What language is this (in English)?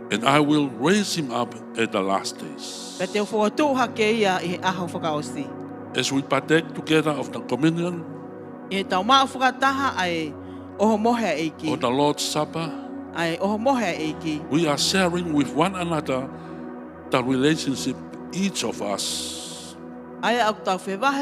Tongan